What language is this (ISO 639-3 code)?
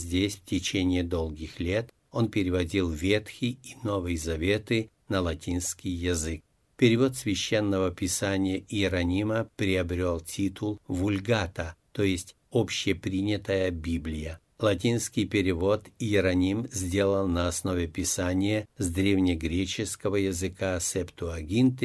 rus